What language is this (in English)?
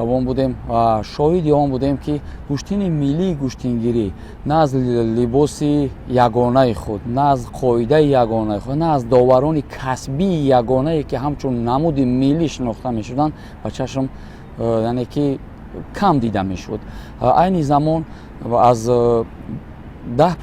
Tajik